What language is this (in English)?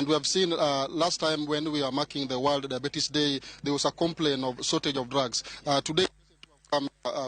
Luo (Kenya and Tanzania)